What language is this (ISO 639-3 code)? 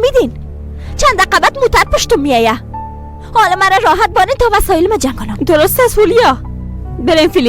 fas